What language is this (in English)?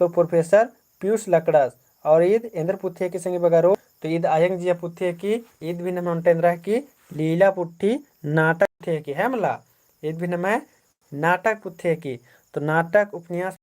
Kurukh